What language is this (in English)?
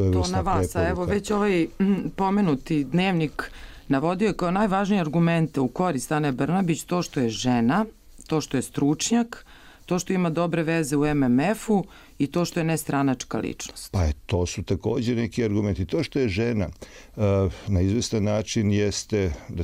Serbian